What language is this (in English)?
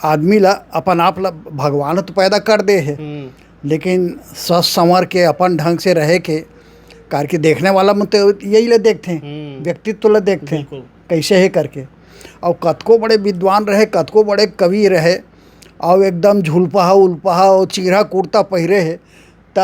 Chhattisgarhi